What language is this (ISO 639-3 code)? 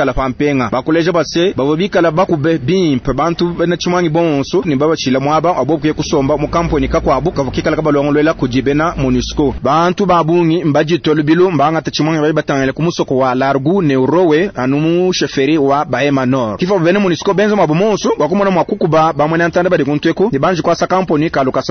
lua